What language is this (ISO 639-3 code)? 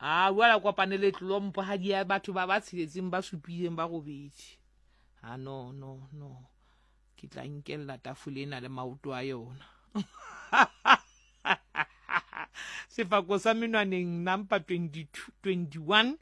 sot